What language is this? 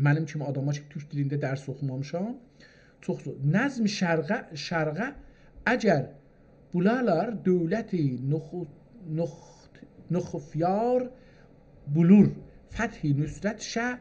South Azerbaijani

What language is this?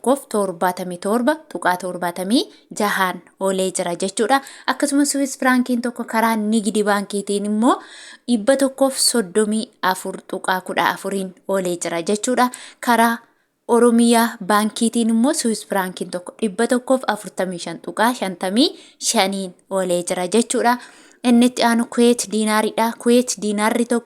Oromo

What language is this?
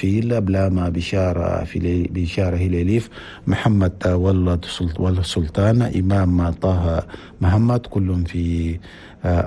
Chadian Arabic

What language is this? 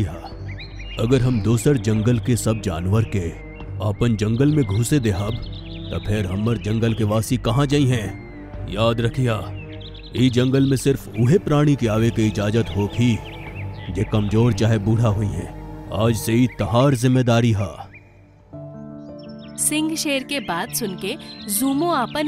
Bhojpuri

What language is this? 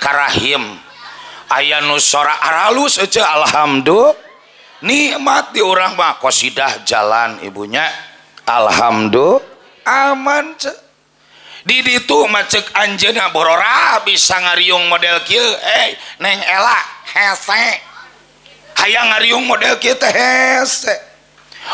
Sundanese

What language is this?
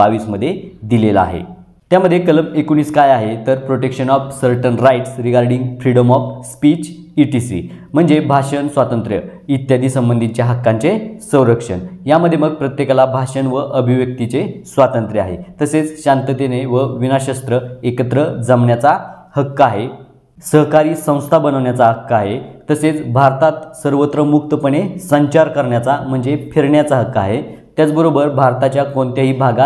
Marathi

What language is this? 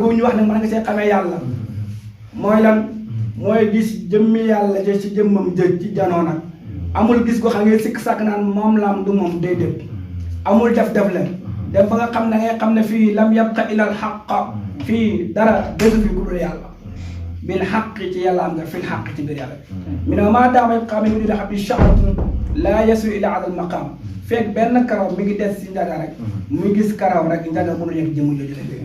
Wolof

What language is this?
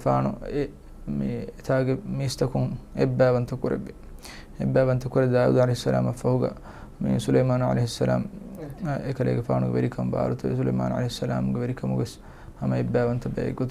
Divehi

